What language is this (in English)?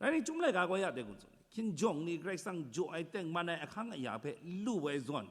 Kachin